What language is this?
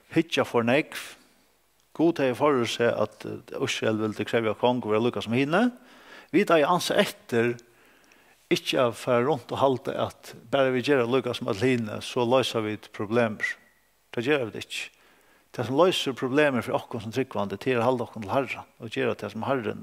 Faroese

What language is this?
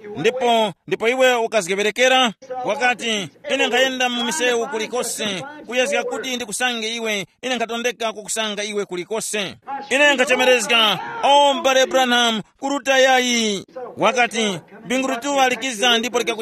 Tumbuka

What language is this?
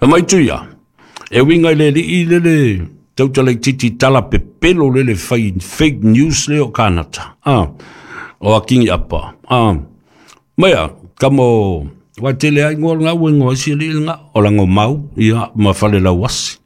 Samoan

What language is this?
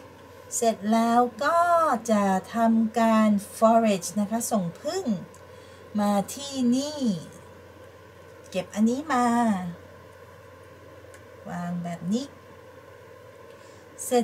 Thai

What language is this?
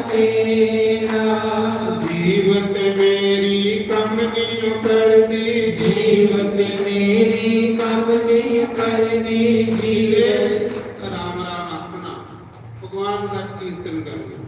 Dogri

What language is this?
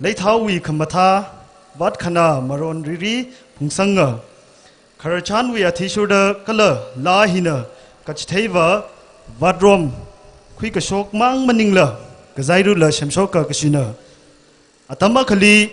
Tangkhul Naga (India)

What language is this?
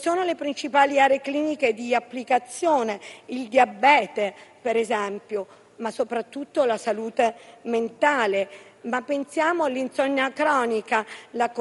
Italian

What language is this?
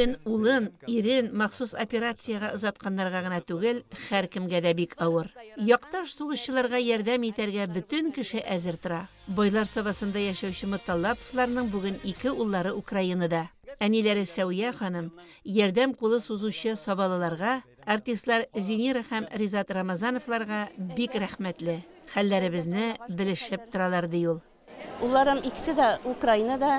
Tatar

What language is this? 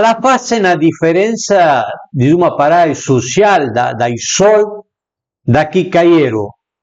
Piedmontese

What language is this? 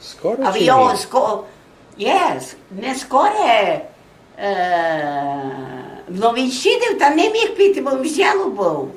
Rusyn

